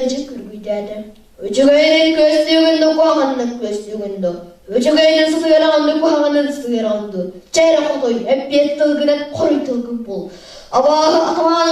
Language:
Yakut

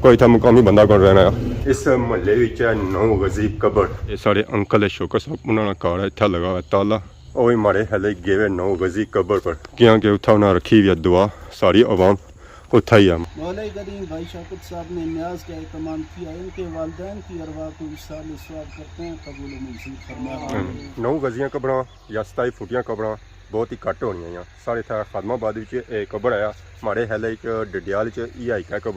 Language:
Pahari-Potwari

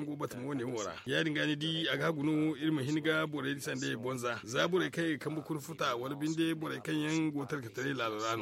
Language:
Zarma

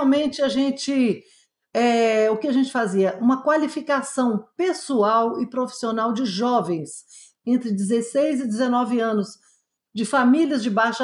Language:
Portuguese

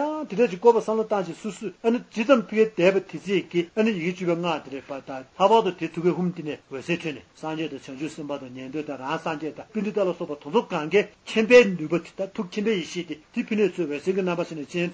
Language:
Tibetan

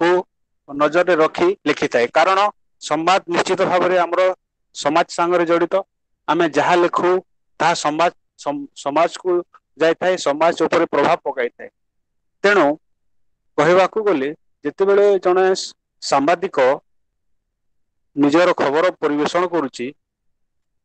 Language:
Odia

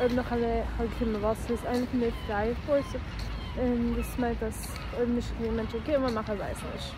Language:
Yiddish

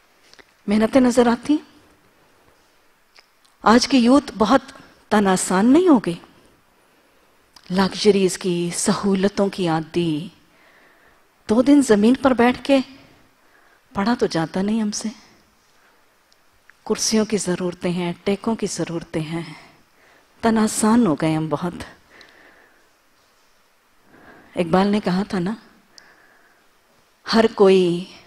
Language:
Urdu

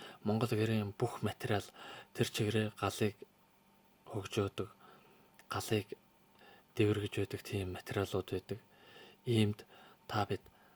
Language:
Mongolian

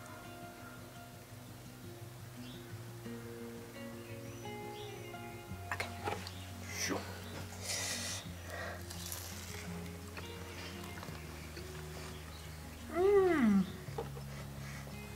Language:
Afrikaans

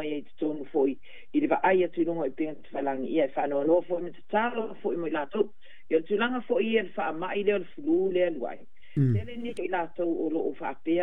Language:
Samoan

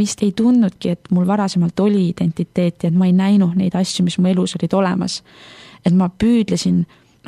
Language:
Estonian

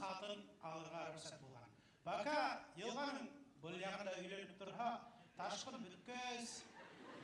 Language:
Bashkir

